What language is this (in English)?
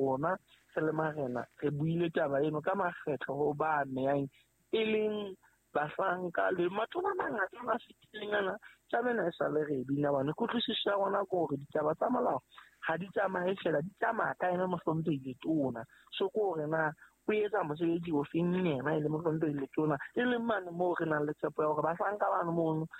Southern Sotho